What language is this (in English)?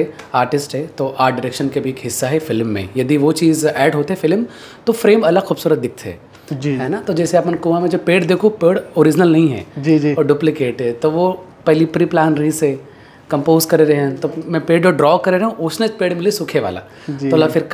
Chhattisgarhi